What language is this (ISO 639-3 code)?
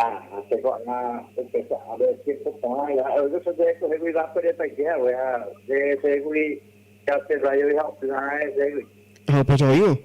grn